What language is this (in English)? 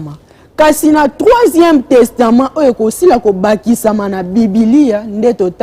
Lingala